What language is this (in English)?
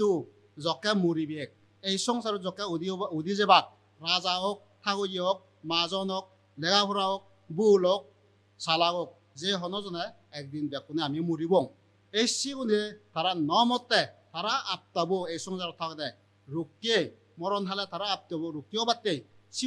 Chakma